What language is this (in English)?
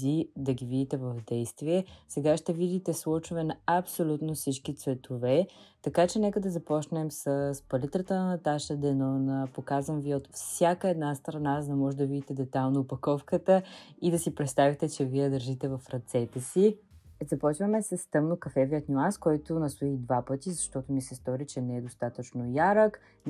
Bulgarian